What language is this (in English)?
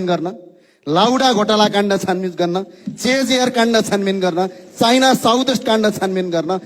Nepali